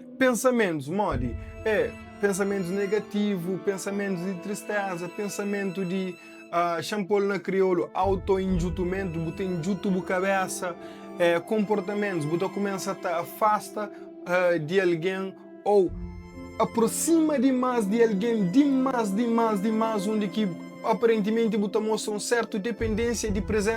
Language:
Kabuverdianu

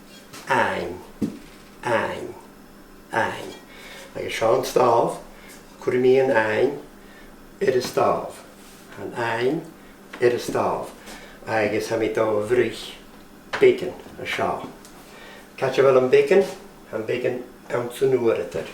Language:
Scottish Gaelic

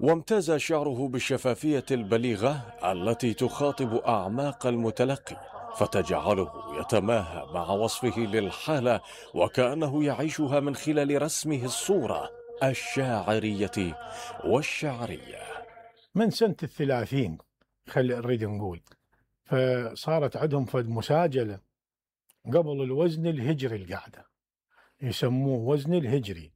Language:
Mesopotamian Arabic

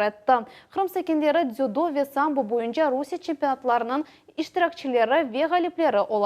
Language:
Crimean Tatar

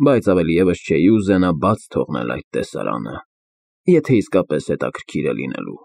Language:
Armenian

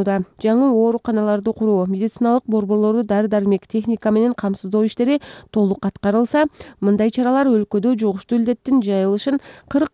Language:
Kyrgyz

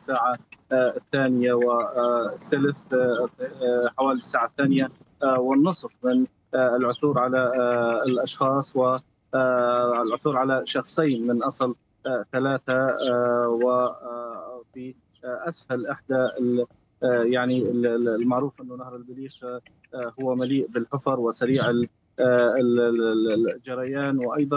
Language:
Arabic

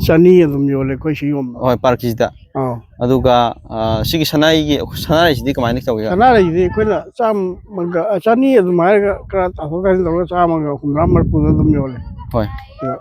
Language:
Manipuri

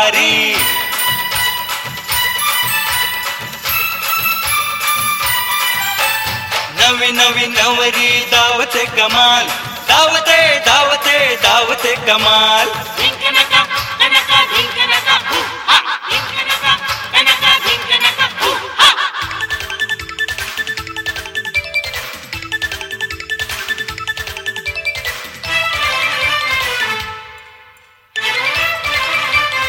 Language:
Marathi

